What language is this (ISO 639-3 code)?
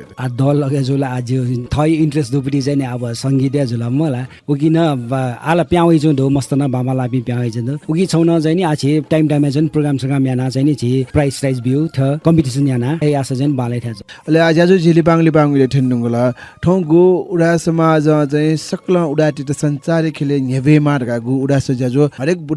new